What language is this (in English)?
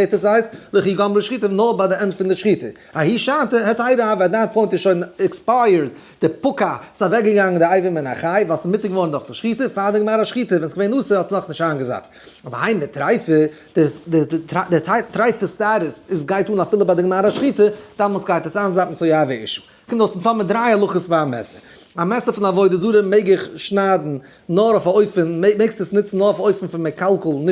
Yiddish